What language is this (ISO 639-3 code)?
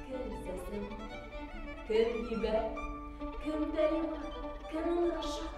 bak